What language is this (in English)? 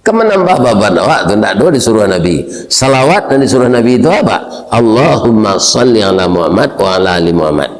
Minangkabau